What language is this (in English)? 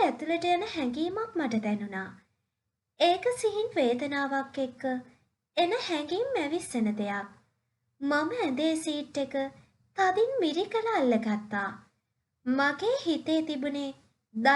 Sinhala